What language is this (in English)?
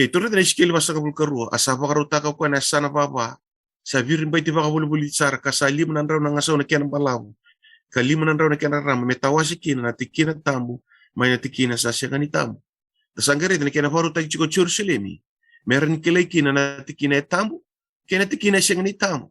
Fijian